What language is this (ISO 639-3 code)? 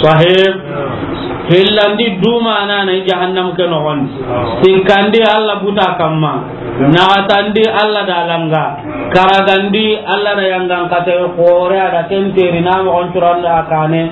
snk